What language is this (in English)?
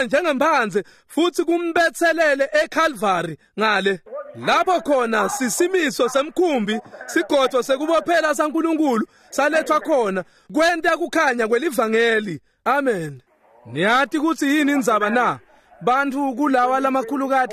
Swati